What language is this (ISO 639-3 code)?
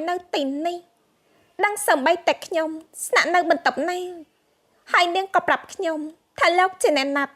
khm